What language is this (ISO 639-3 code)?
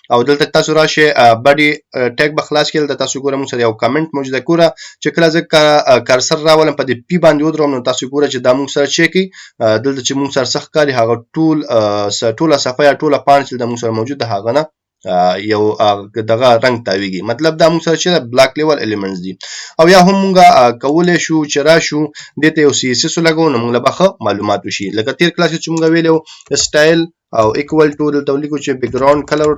pus